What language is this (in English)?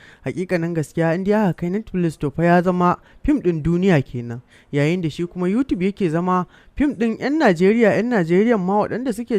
Hausa